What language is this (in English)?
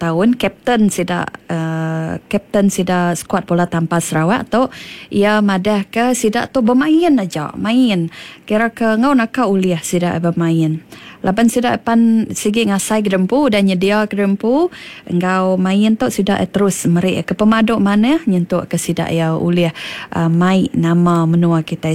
Iban